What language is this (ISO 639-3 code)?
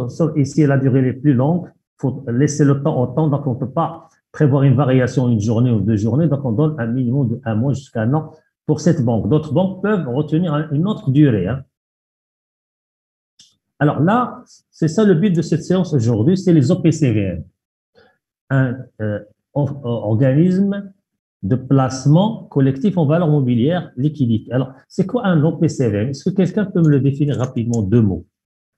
fra